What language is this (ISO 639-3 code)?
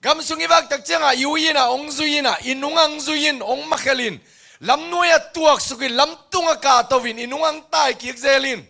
ctd